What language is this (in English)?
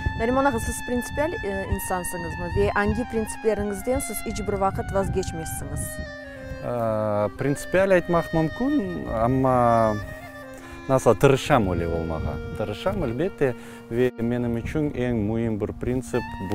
Crimean Tatar